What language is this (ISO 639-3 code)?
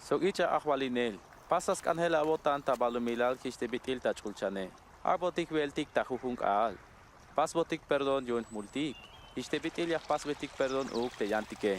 tzh